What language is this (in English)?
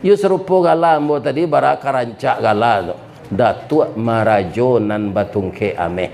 Minangkabau